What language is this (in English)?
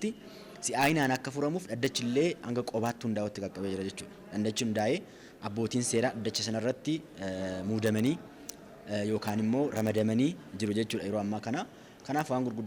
Oromo